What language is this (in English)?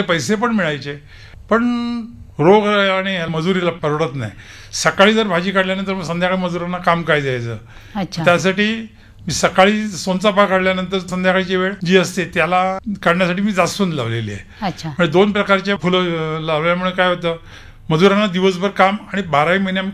Marathi